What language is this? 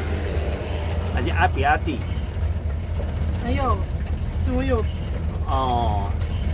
Min Nan Chinese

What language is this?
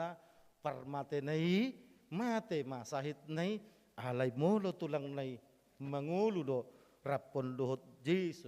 Batak Toba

